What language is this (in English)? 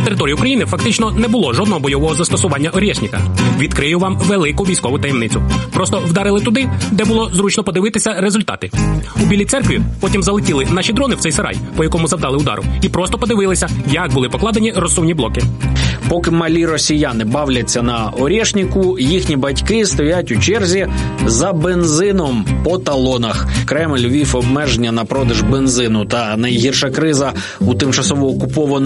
Ukrainian